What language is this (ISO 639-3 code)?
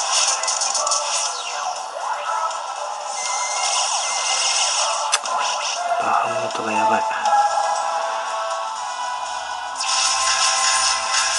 jpn